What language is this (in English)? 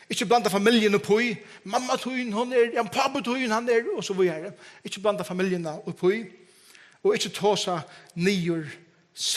Faroese